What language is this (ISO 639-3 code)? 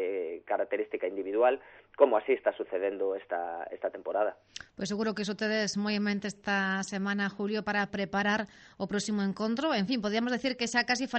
glg